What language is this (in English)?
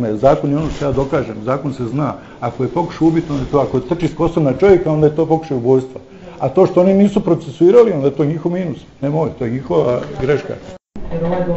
Croatian